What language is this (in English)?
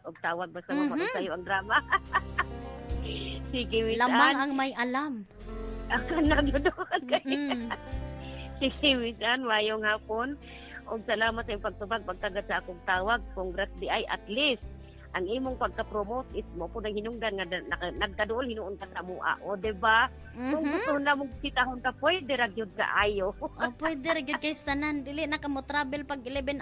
Cebuano